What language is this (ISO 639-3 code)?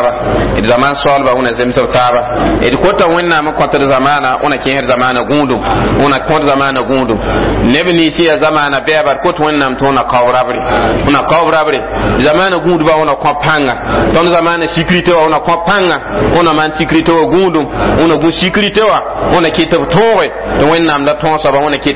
mos